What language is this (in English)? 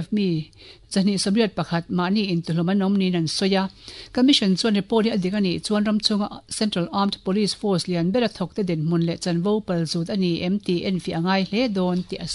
Mizo